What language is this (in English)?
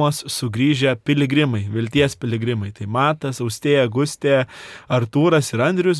Lithuanian